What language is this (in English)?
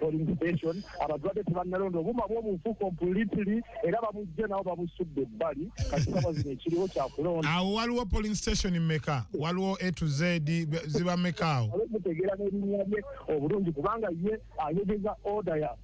Ganda